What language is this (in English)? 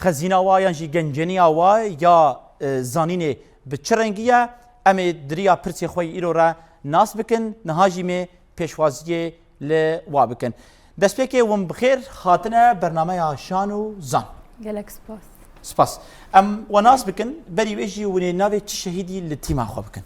Kurdish